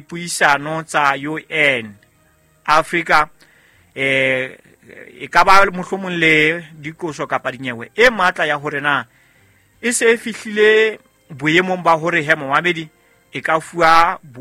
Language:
Southern Sotho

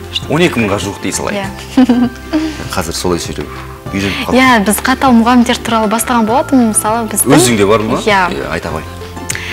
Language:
Kazakh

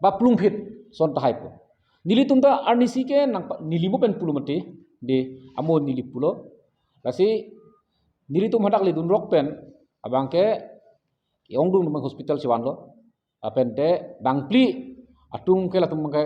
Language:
Karbi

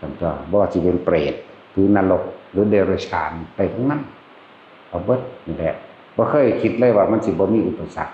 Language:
Northeastern Thai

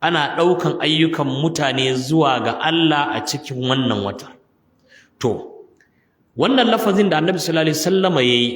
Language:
Hausa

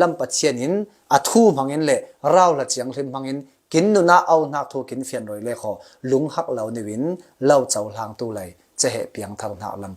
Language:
Falam Chin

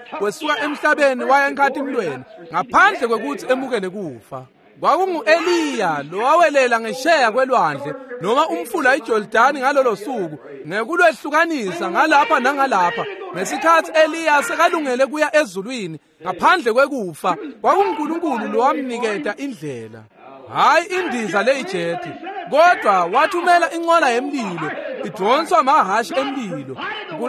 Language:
Swati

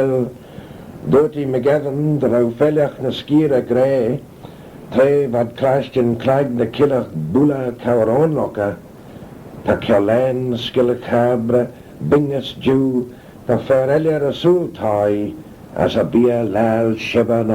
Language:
Manx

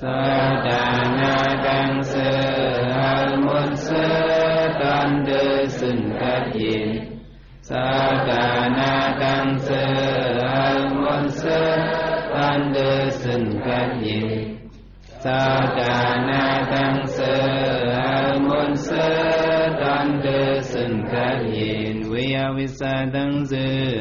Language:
Shan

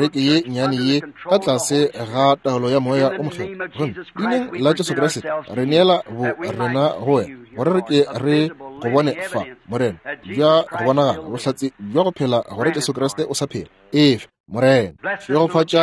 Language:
Northern Sotho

